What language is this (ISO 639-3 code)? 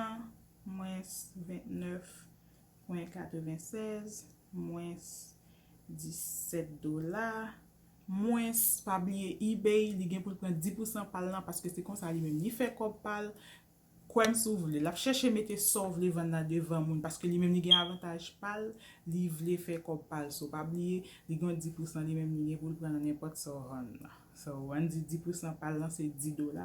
hat